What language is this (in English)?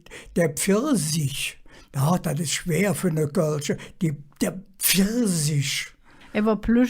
Colognian